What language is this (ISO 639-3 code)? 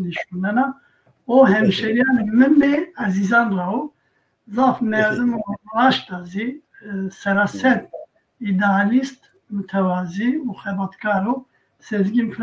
zza